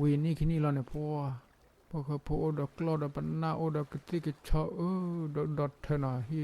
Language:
S'gaw Karen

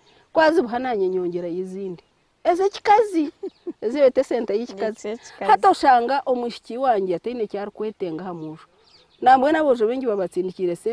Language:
Nyankole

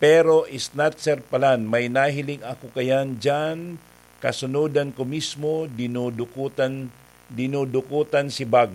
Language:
Bikol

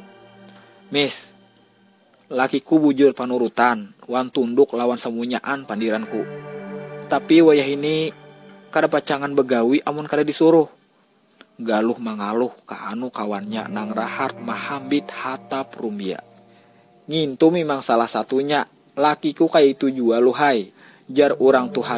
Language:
Banjar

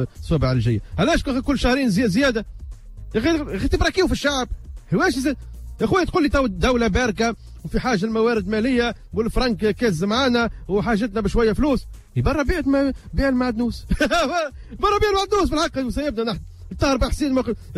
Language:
Tunisian Arabic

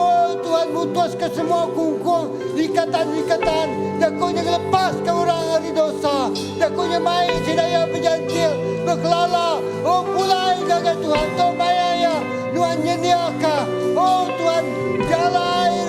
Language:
Iban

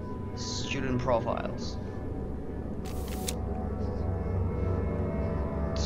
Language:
Czech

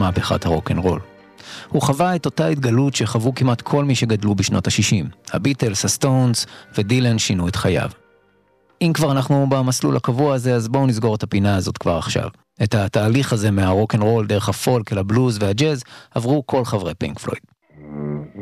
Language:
Hebrew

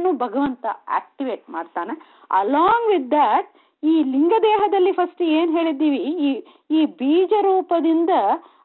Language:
Kannada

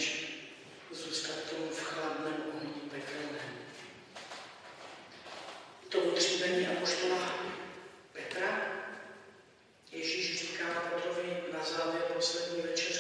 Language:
Czech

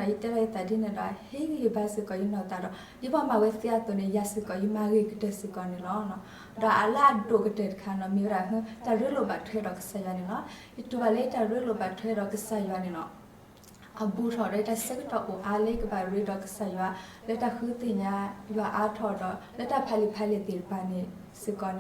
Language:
S'gaw Karen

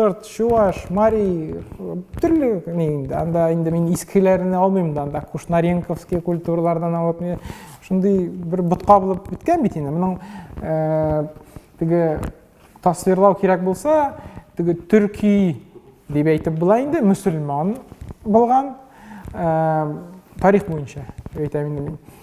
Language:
Tatar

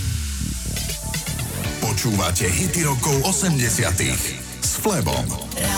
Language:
Slovak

